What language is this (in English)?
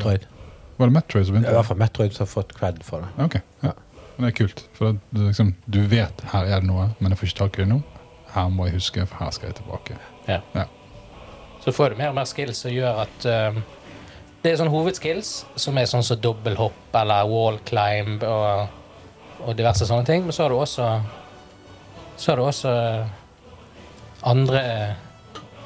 Norwegian